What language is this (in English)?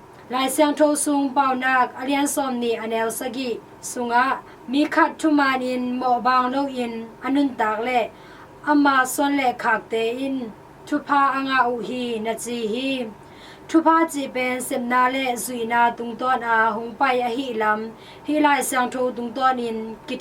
Tedim Chin